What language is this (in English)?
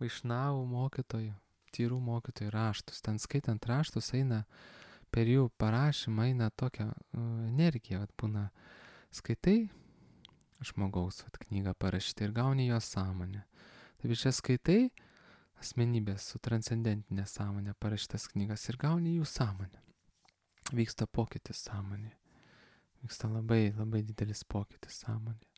Lithuanian